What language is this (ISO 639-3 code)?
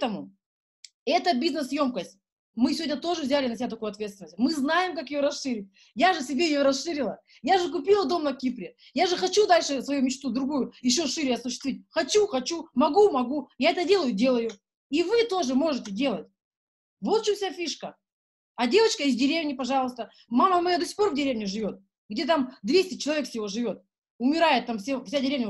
rus